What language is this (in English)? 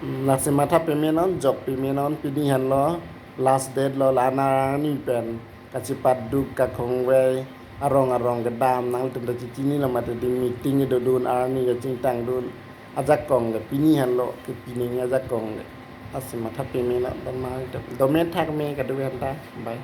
Karbi